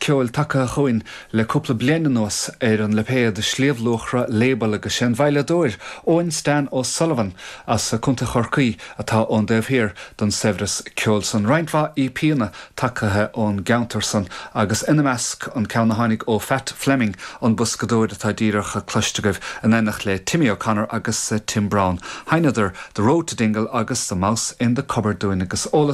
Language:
Irish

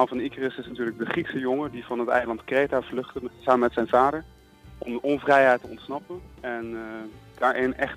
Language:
Dutch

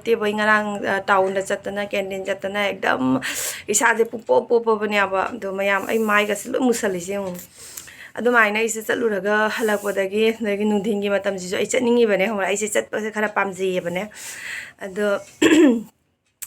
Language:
Manipuri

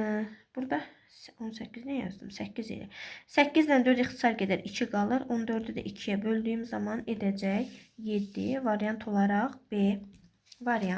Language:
Azerbaijani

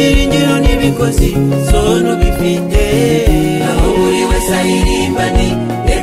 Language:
Kinyarwanda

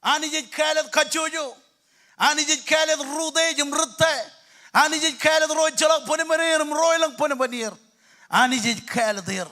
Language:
Marshallese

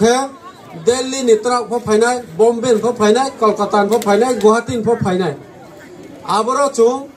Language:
Riang (India)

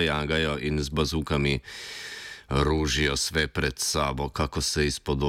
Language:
Slovenian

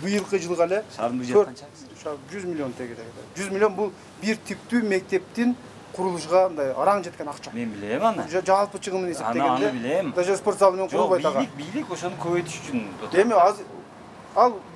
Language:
Kyrgyz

